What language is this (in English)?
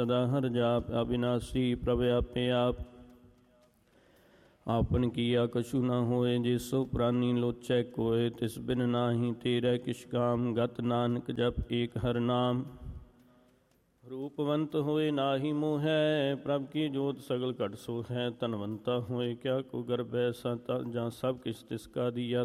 Punjabi